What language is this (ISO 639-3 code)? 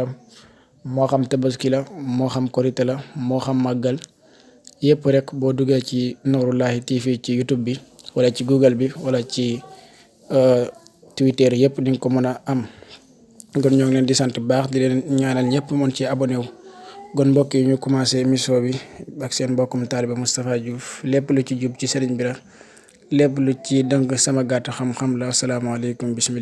wol